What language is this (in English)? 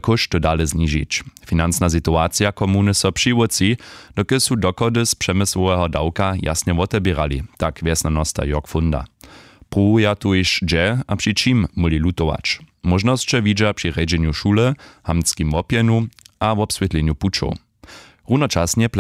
Upper Sorbian